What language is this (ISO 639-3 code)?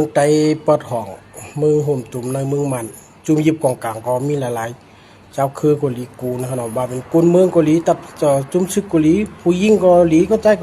shn